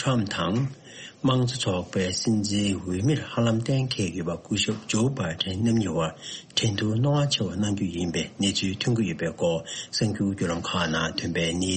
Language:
Tibetan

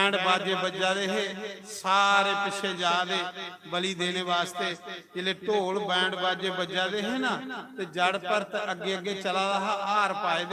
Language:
Dogri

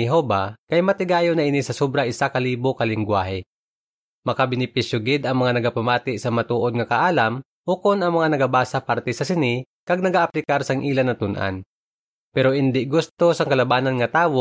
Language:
Hiligaynon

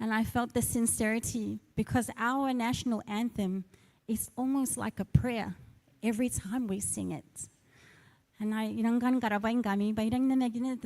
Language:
Gilbertese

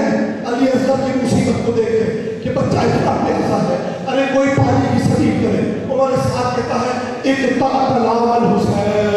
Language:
Urdu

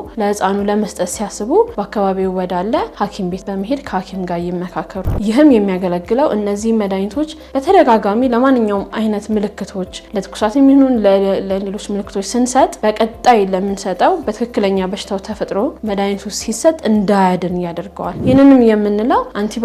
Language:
Amharic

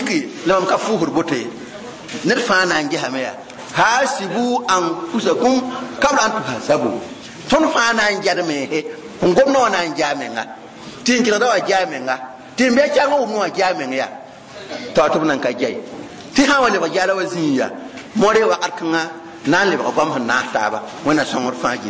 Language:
Mossi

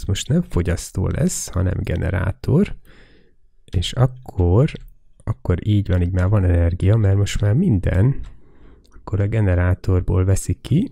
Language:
Hungarian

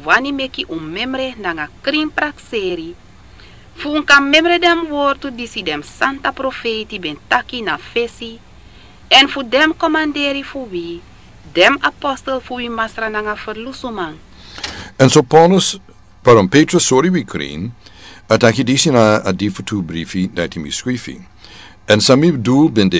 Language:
Sranan Tongo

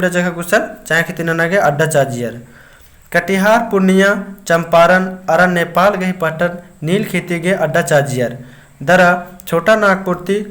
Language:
Kurukh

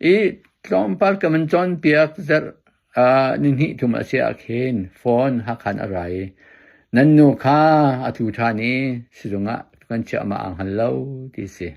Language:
Hakha Chin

